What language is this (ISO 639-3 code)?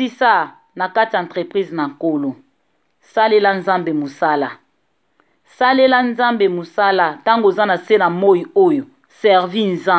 lin